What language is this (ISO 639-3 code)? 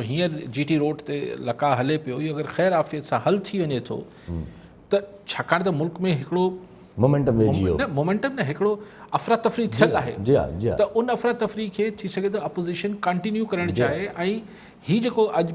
snd